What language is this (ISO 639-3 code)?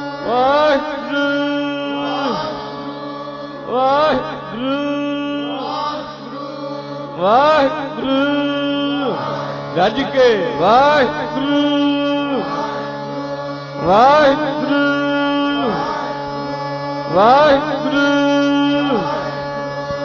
pan